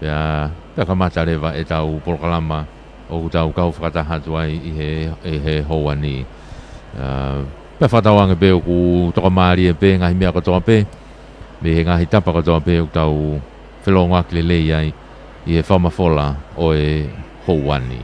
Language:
Tongan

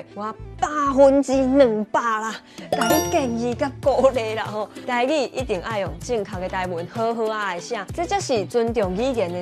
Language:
Min Nan Chinese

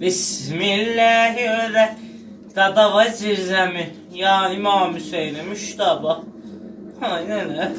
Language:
South Azerbaijani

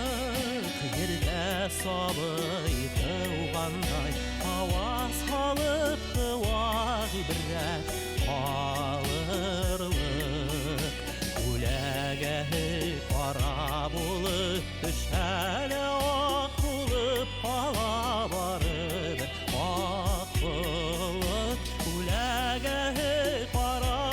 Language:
Bashkir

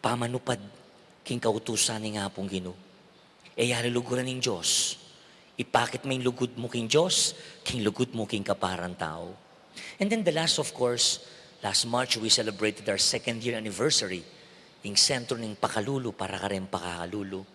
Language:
Pampanga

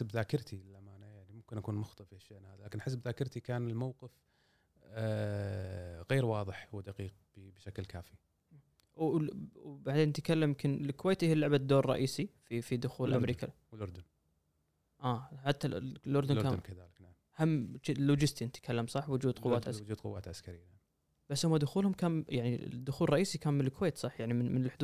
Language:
Gulf Arabic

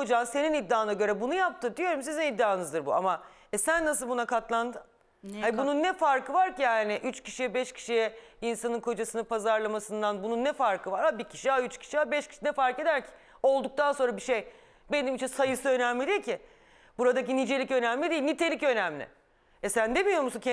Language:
Turkish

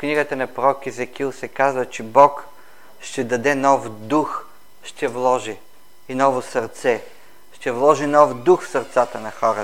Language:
Bulgarian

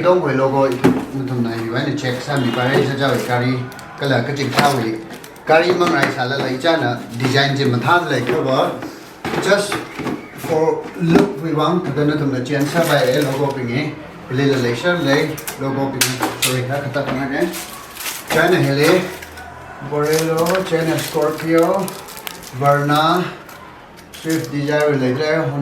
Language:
Tangkhul Naga (India)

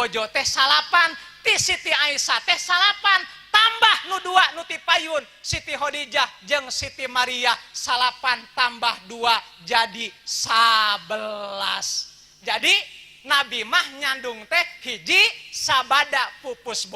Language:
Sundanese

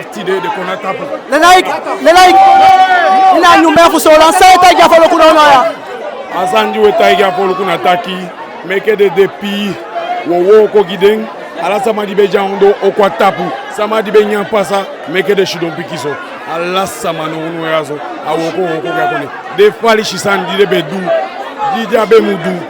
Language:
Eastern Maroon Creole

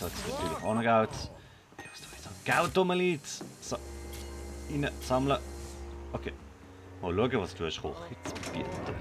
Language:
Swiss German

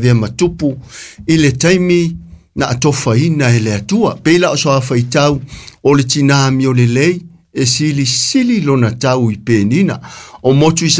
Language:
Samoan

